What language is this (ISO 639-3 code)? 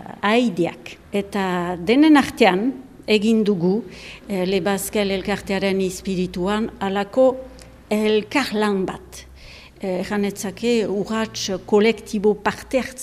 eus